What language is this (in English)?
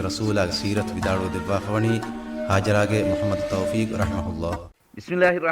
Divehi